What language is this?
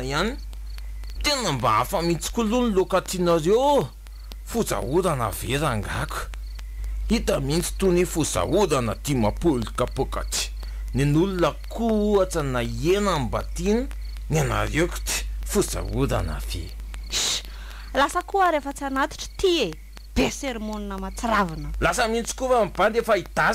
Malagasy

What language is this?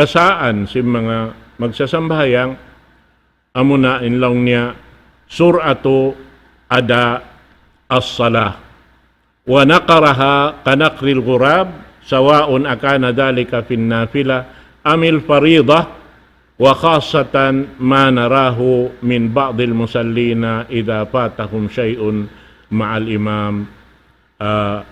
Tausug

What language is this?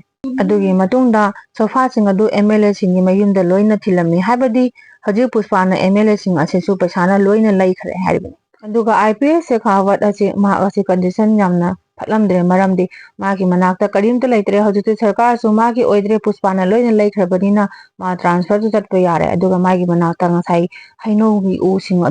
Manipuri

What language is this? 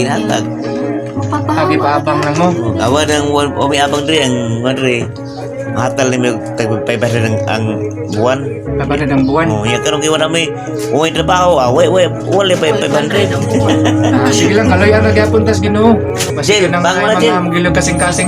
Cebuano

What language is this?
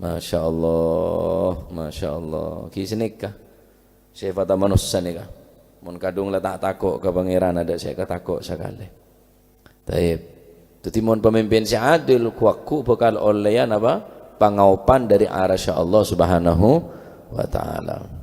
Madurese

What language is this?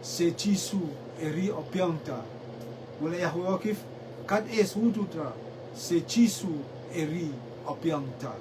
Rotuman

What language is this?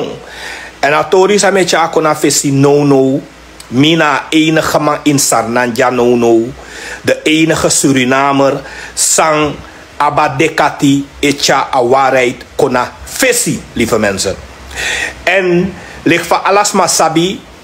Sranan Tongo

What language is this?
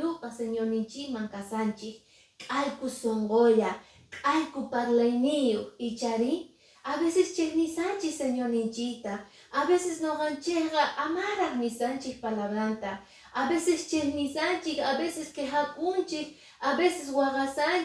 Quechua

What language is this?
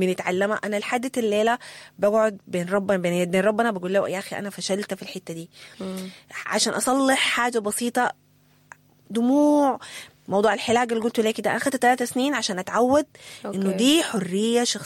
Sudanese Arabic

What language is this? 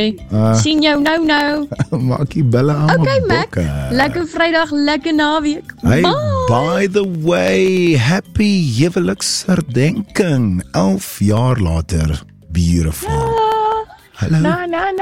Afrikaans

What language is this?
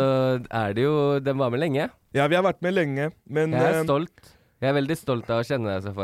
Norwegian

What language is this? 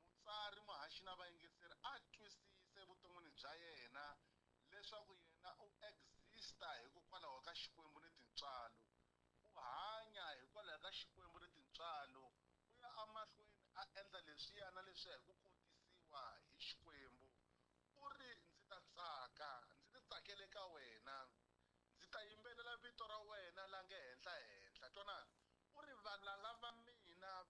Tsonga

